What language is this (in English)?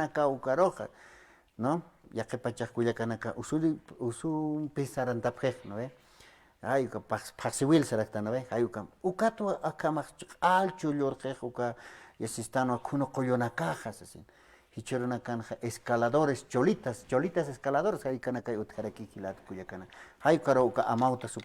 Aymara